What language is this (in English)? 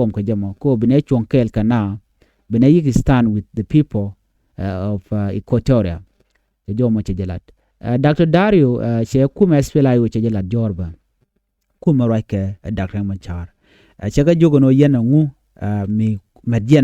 Nuer